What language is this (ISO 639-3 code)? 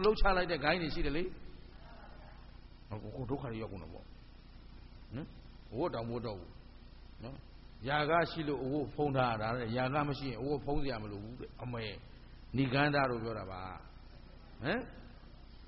mya